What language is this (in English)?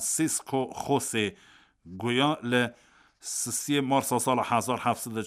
Kurdish